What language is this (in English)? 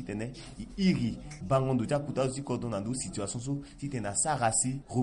Sango